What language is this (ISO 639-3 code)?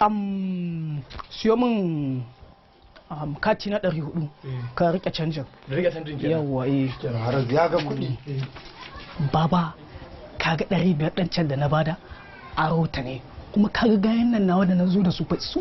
hau